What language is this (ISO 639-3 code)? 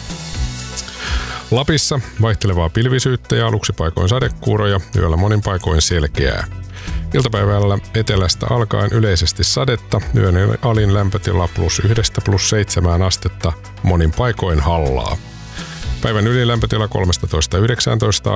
fin